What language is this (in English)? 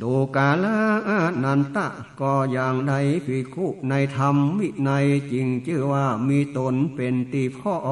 Northern Thai